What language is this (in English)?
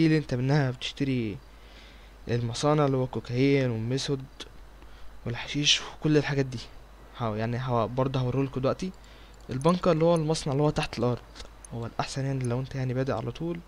Egyptian Arabic